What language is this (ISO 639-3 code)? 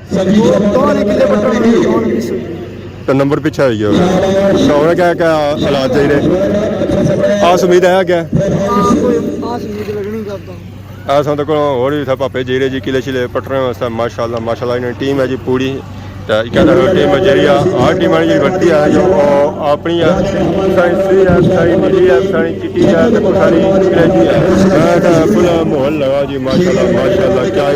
phr